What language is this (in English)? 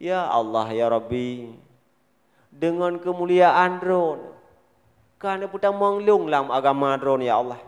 Achinese